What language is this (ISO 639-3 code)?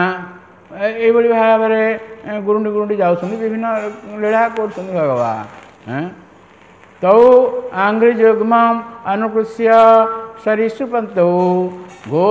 ori